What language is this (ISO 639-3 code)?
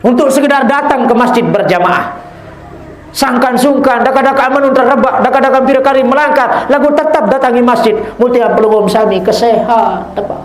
sas